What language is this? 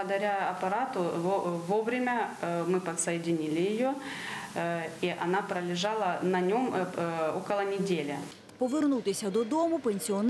Ukrainian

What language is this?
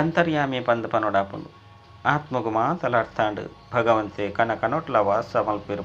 Tulu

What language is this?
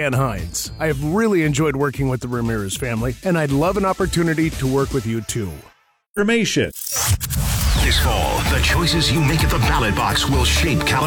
English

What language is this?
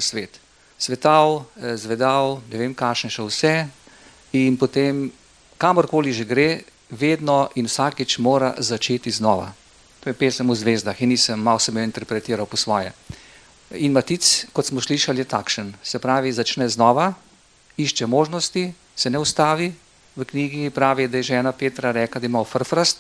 Slovenian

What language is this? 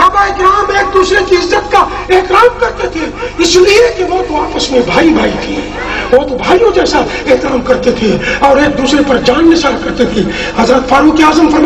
Urdu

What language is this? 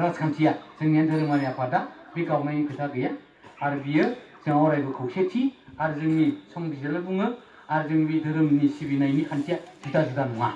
Bodo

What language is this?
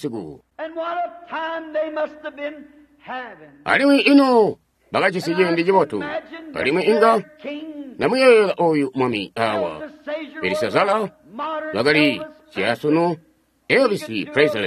Tonga (Zambia)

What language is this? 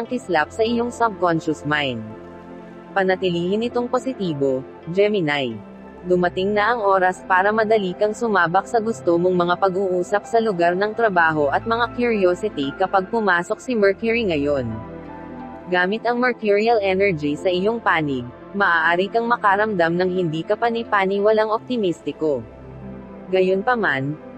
Filipino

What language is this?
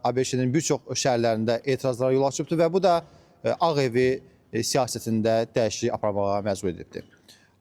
Azerbaijani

